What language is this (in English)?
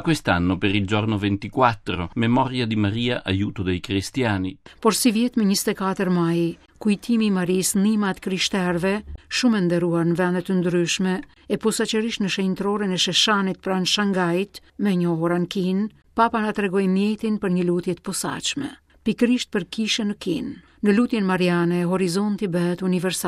Albanian